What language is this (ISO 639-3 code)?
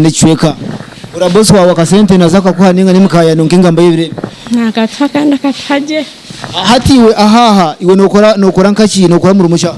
nyn